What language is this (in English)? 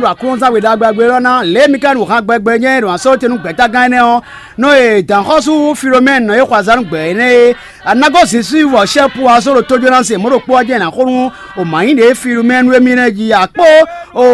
Fon